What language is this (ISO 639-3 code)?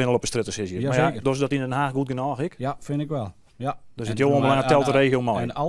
fry